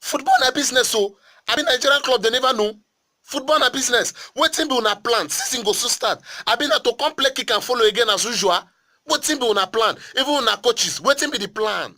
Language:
Nigerian Pidgin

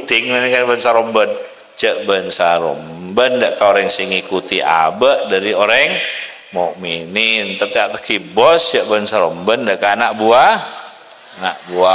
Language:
Madurese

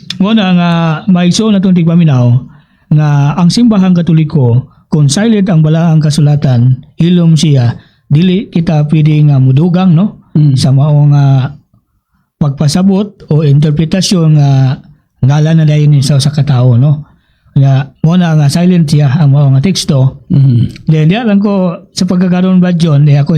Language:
Cebuano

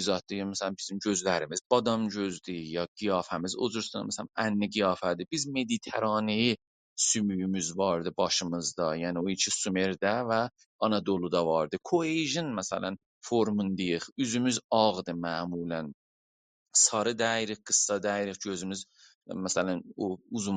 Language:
South Azerbaijani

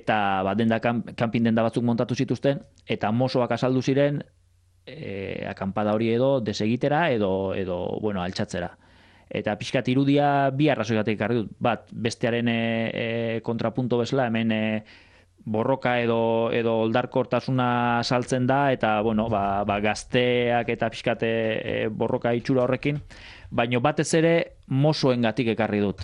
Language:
Basque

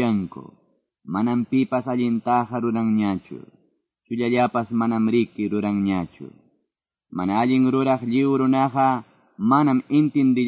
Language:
Quechua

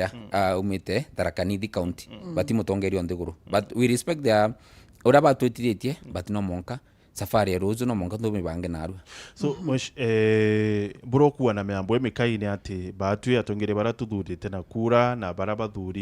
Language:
Meru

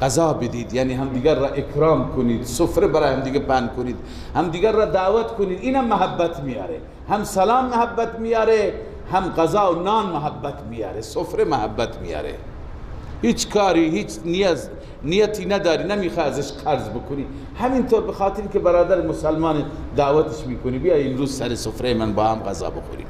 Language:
Persian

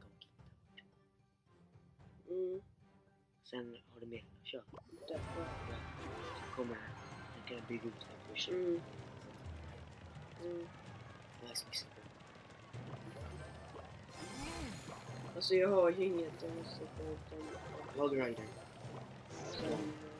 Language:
Swedish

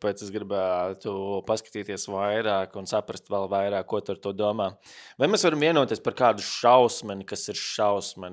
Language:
Latvian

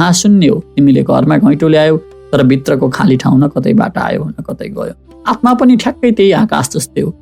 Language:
Nepali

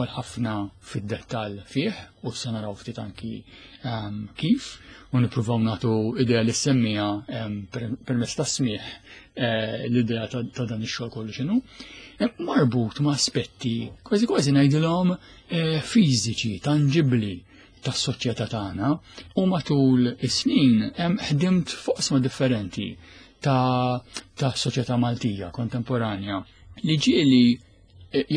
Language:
Maltese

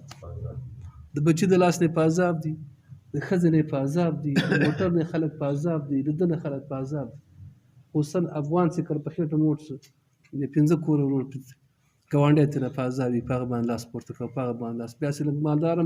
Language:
Pashto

